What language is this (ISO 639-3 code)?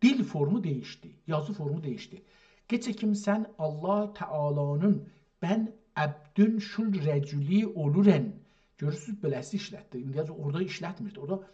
azb